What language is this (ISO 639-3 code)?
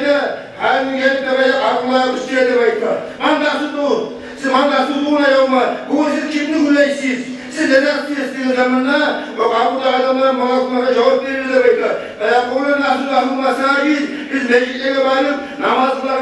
kum